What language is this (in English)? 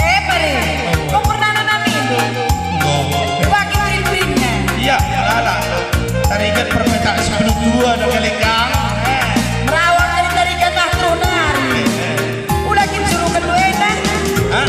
Batak Karo